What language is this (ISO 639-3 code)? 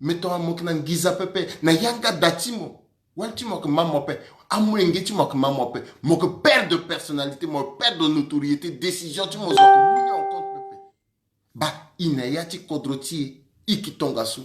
sag